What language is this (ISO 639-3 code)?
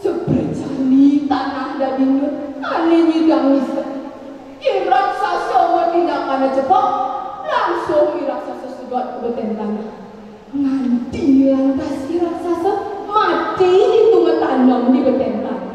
ban